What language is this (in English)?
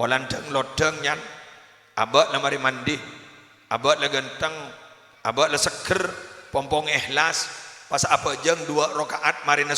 Madurese